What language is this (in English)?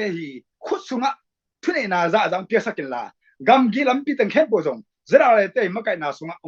Tedim Chin